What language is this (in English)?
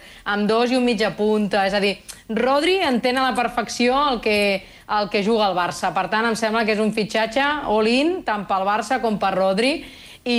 Catalan